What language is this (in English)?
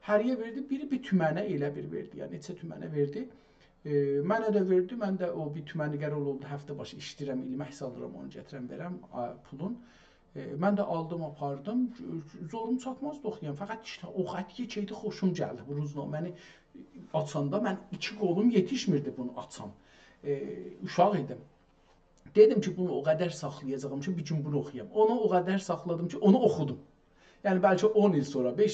South Azerbaijani